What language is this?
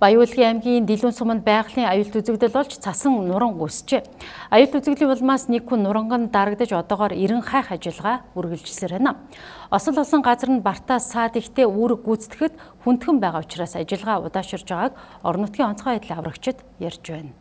Mongolian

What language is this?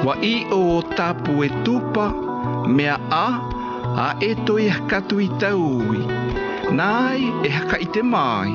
South Marquesan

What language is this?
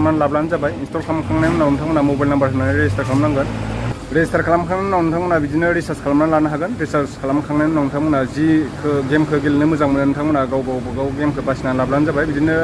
Bodo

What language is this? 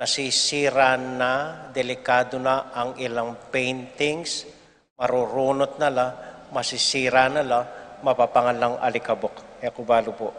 Pampanga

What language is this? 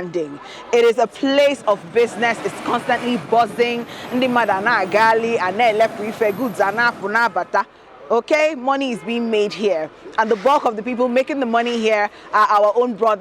Igbo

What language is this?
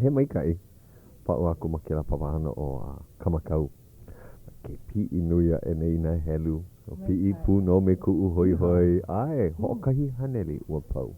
Hawaiian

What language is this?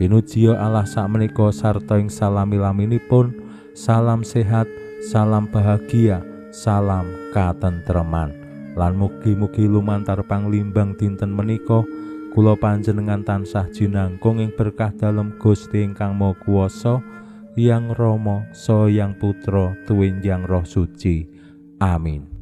Javanese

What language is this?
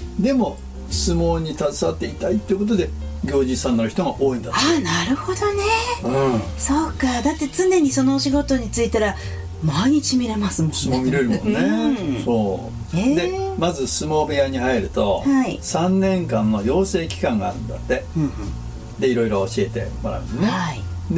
Japanese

